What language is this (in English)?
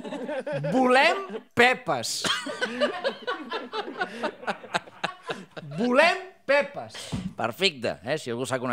Catalan